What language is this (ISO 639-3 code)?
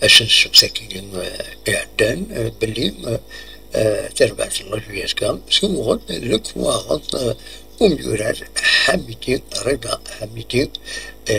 kab